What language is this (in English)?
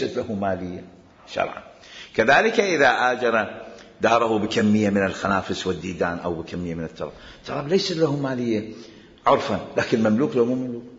Mesopotamian Arabic